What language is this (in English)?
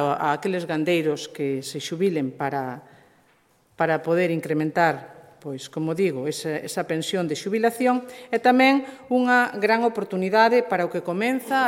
Galician